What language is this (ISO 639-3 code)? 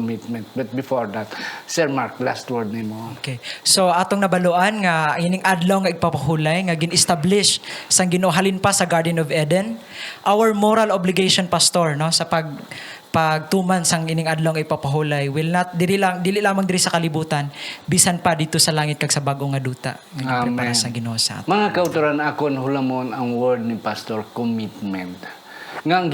hil